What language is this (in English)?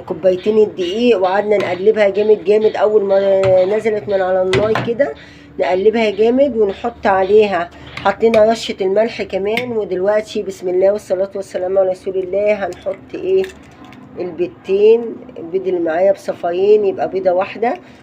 Egyptian Arabic